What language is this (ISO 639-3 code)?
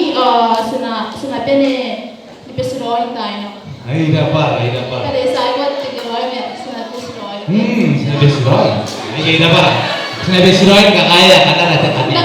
gil